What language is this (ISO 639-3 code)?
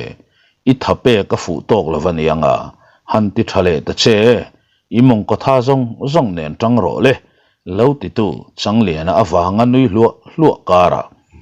lus